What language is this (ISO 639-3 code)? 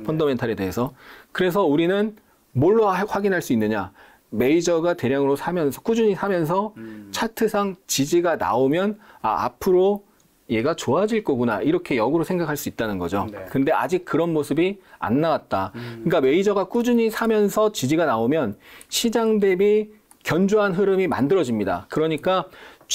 kor